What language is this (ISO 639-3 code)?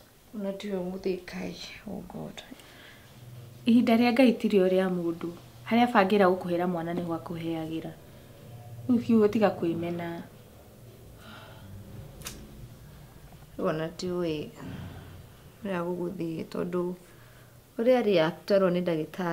kik